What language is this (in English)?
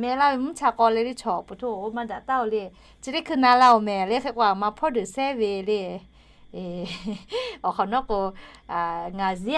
Lahu